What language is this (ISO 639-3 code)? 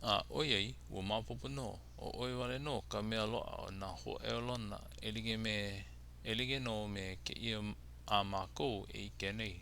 haw